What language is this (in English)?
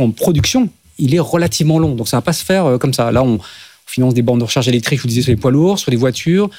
French